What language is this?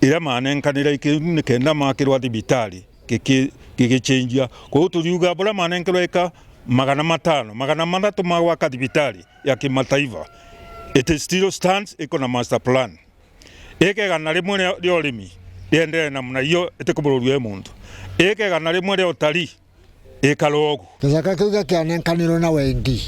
Meru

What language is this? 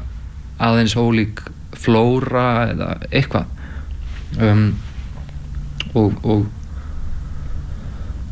Icelandic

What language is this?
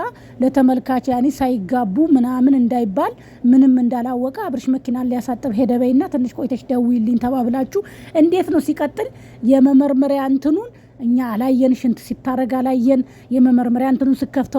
Amharic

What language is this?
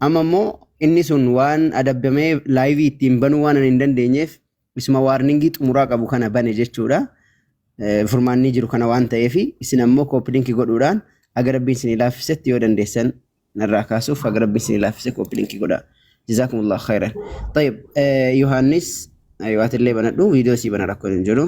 Oromo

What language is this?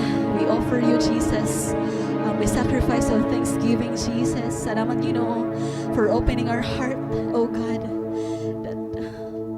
Waray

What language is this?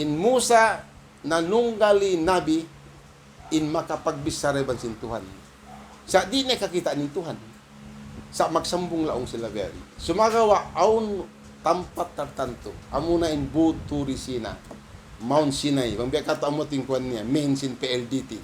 Tausug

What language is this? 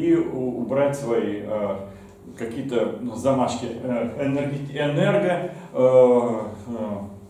Russian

